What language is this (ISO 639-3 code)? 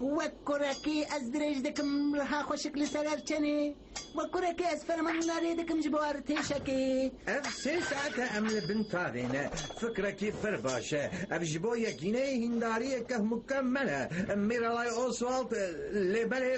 kur